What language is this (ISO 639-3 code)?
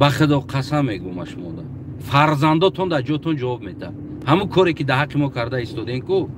tgk